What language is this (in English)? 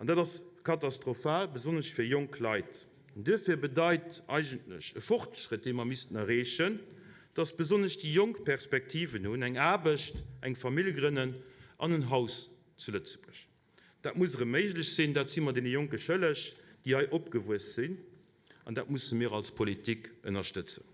Luxembourgish